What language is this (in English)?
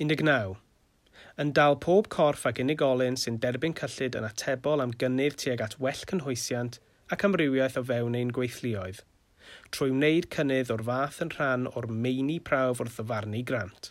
Welsh